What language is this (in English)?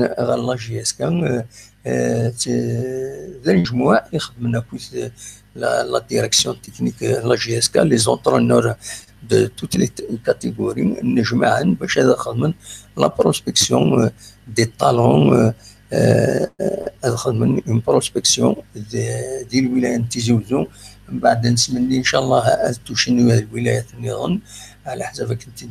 Kabyle